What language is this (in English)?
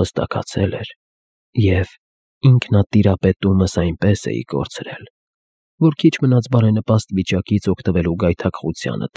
Armenian